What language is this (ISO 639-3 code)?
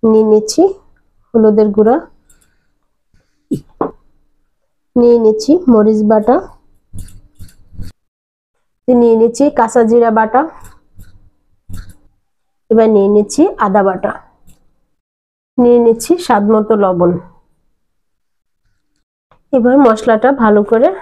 ben